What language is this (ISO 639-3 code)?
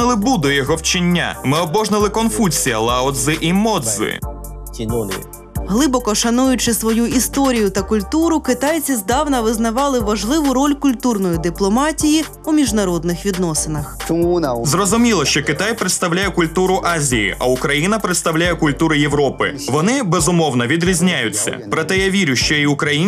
ukr